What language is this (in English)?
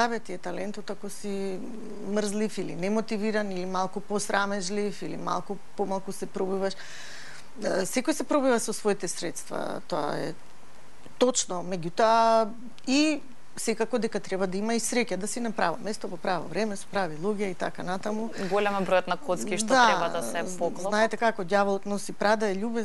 Macedonian